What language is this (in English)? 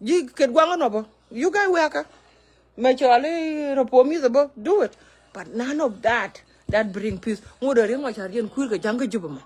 Nuer